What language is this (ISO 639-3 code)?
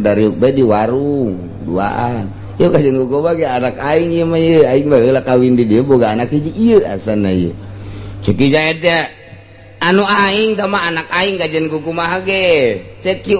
sun